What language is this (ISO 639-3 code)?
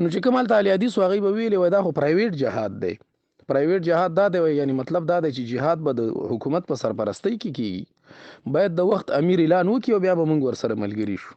pus